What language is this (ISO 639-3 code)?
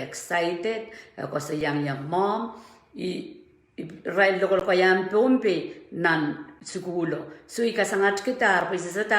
pon